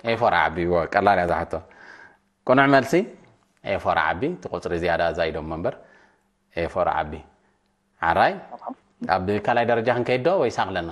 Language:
Tigrinya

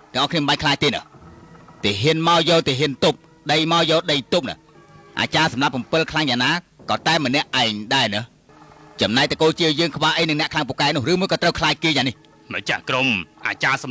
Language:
Khmer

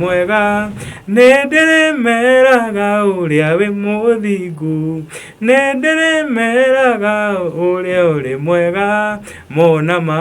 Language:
Kikuyu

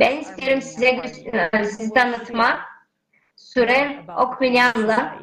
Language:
Gagauz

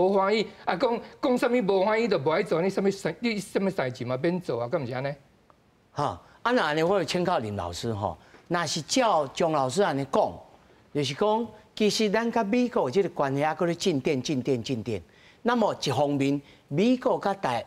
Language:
Min Nan Chinese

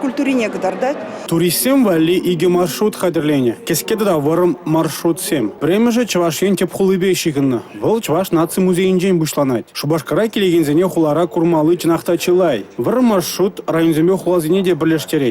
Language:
Chuvash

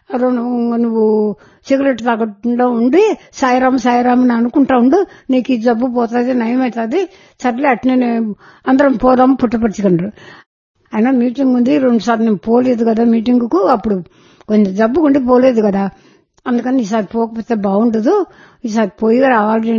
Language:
Telugu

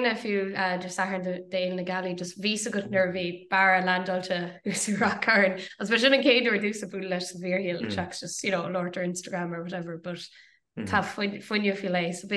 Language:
Irish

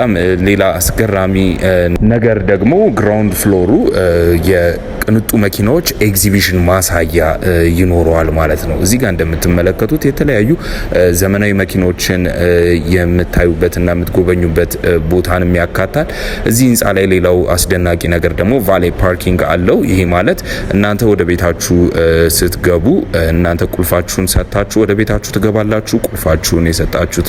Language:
Amharic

